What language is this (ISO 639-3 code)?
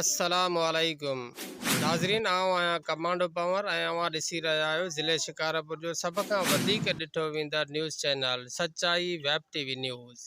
snd